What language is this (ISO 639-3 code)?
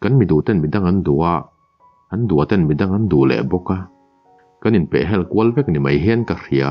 lus